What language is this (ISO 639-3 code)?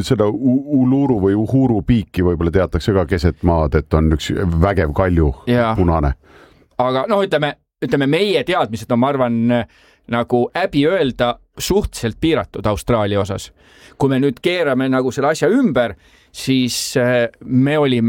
est